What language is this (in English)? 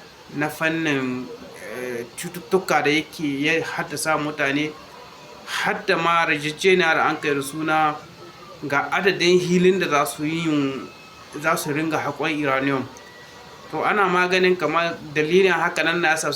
Hausa